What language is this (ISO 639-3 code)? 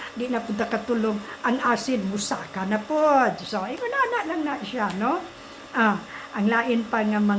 ceb